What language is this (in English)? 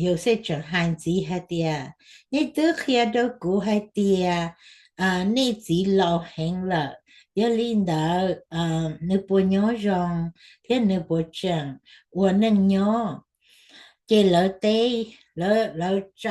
Hmong